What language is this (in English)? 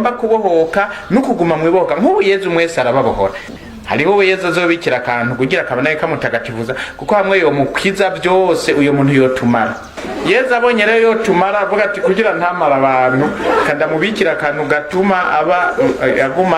Rundi